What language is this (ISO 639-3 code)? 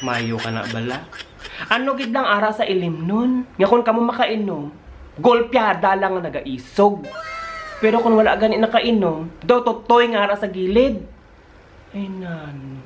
hil